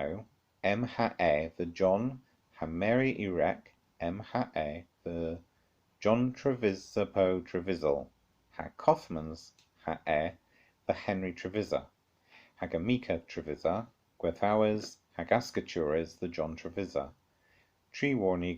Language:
Cornish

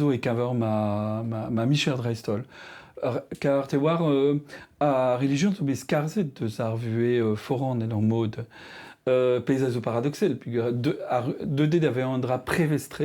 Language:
Breton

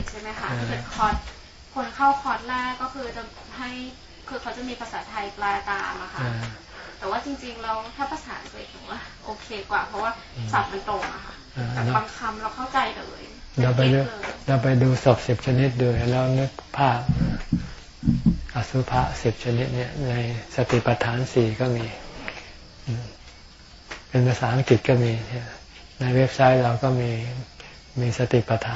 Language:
Thai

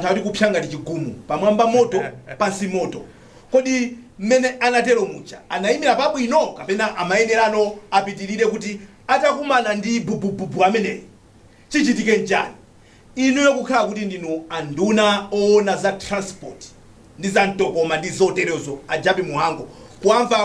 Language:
Nyanja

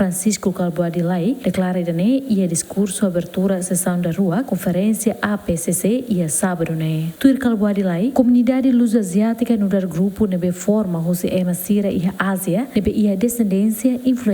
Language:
Tetum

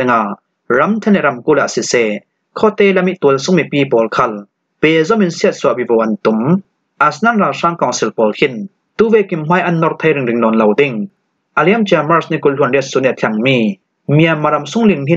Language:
Falam Chin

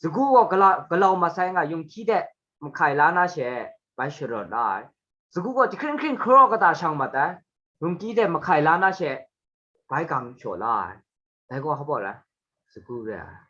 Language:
Kachin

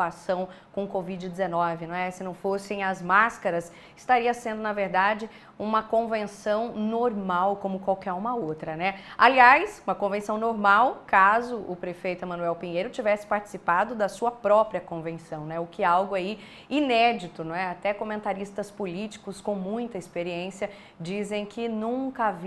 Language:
Portuguese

